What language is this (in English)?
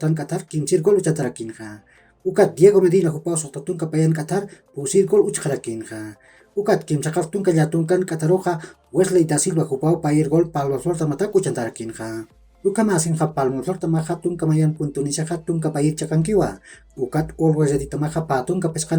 Aymara